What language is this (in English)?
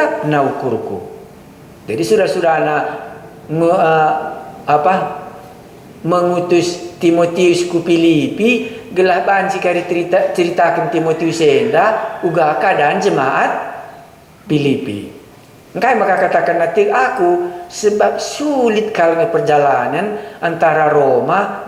Batak Karo